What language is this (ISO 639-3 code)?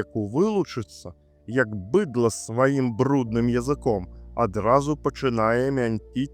bel